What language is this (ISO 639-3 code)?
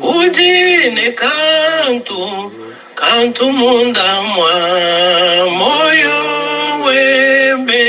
lua